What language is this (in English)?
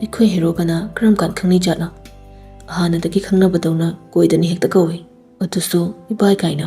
Manipuri